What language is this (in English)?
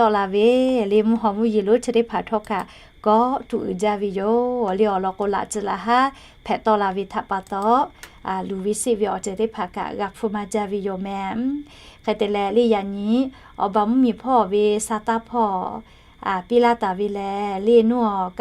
Lahu